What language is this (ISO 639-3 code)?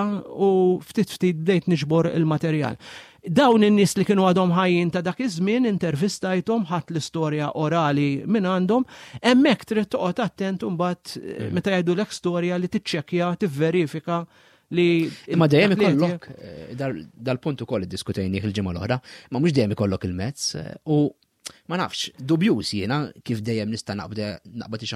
mlt